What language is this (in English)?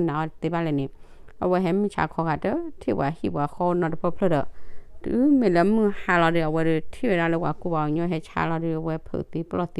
S'gaw Karen